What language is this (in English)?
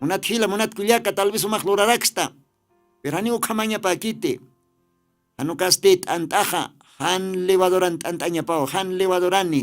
Aymara